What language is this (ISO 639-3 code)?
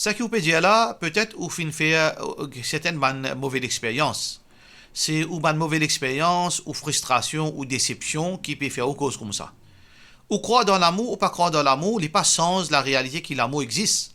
mfe